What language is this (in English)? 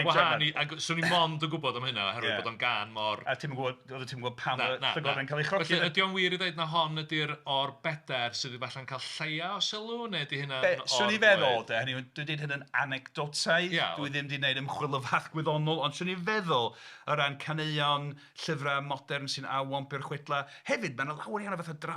Welsh